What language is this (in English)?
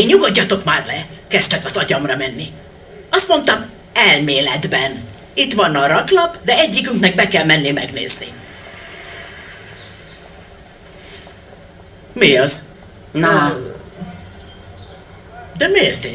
Hungarian